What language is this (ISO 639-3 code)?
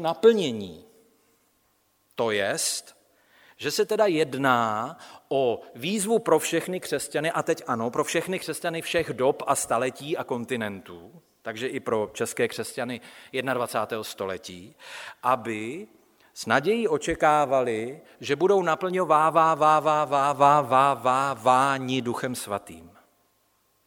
ces